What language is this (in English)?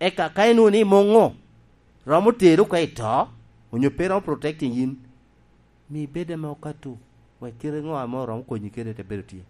Lango (Uganda)